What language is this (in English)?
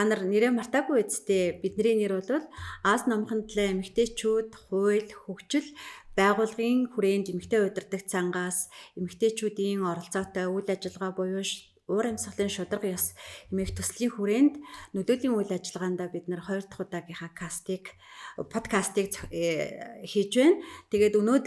Mongolian